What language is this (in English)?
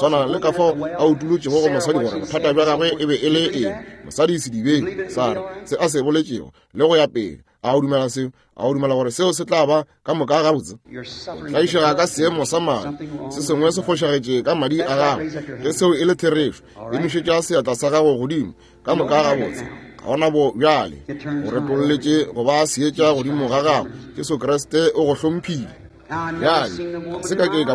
Northern Sotho